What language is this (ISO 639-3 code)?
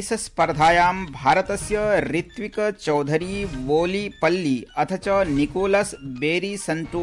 san